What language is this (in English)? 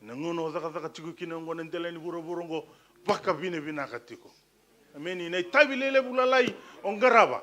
Fijian